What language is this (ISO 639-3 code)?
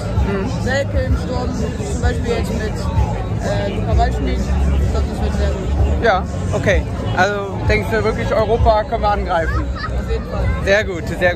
deu